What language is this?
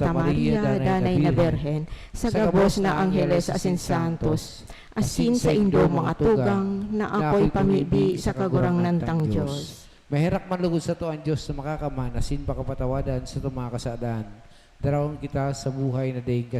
Bikol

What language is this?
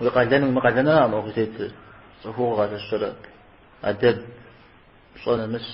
Kabardian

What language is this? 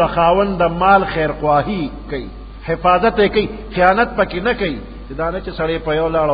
Pashto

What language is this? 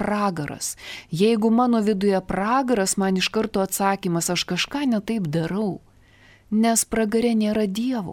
Lithuanian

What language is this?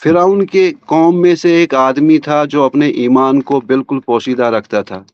Kashmiri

